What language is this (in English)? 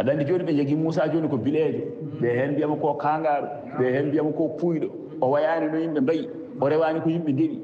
Fula